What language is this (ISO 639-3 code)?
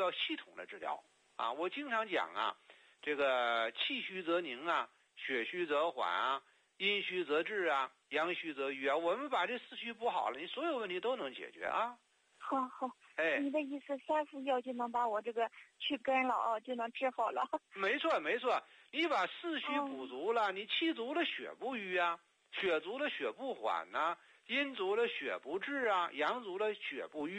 zho